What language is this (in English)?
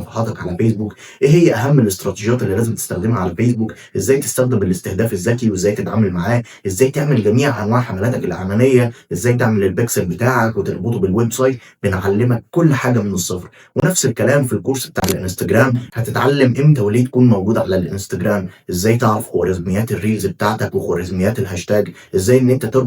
Egyptian Arabic